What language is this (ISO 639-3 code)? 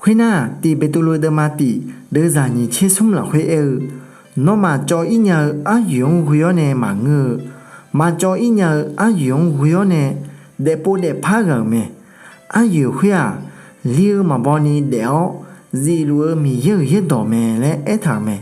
ahk